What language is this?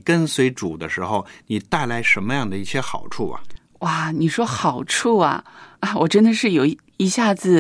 Chinese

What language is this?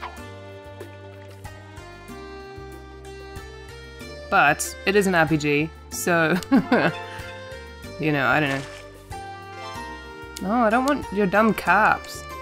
English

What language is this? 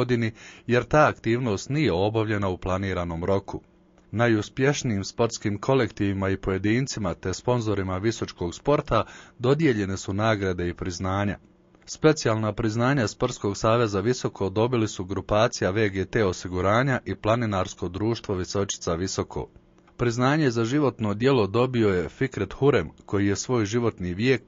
Bosnian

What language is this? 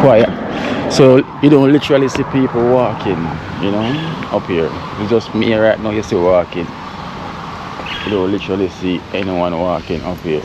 Jamaican Creole English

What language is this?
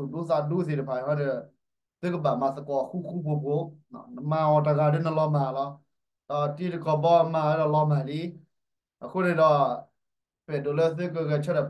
S'gaw Karen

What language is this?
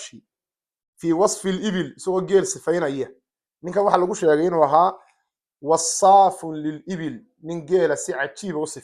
Somali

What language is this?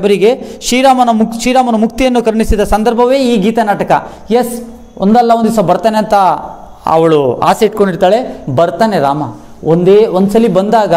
Kannada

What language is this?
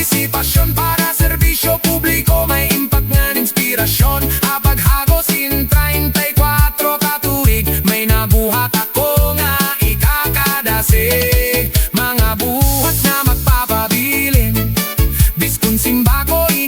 Waray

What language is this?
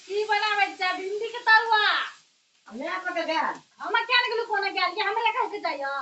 Maithili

